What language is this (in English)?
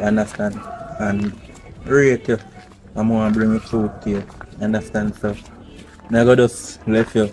Jamaican Creole English